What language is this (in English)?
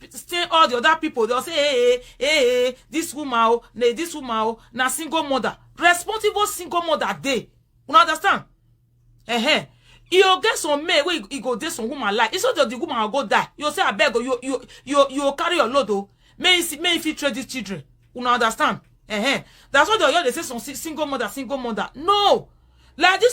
Nigerian Pidgin